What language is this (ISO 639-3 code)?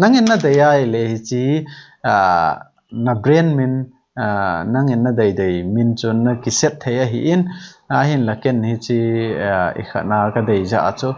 tcz